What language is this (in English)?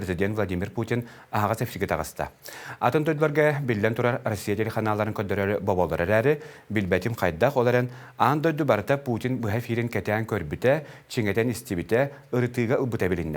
Yakut